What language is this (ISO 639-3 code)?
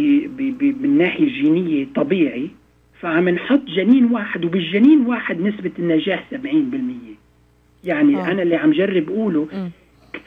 apc